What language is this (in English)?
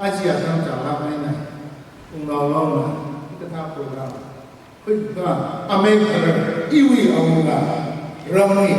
Tangkhul Naga (India)